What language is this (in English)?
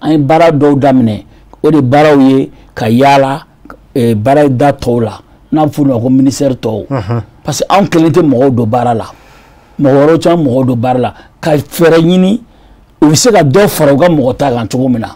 Bambara